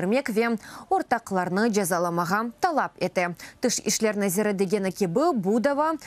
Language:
Crimean Tatar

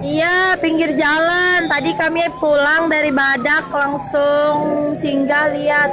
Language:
Banjar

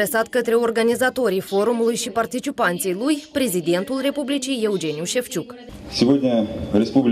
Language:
Romanian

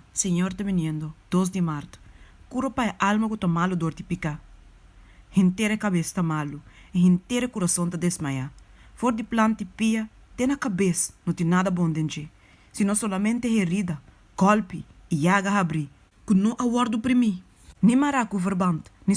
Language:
Papiamento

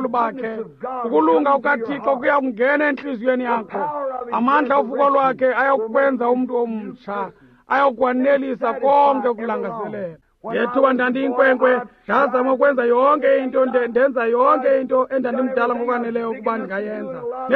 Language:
Xhosa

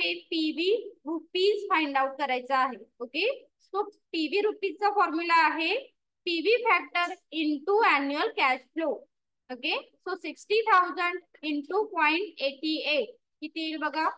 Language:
Marathi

